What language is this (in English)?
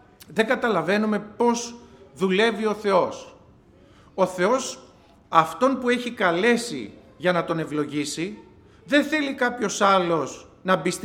Greek